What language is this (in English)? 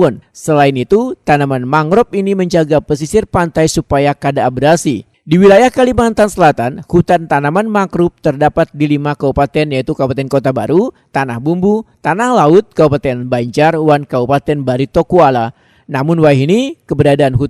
Banjar